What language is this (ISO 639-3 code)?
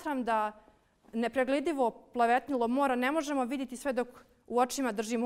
bos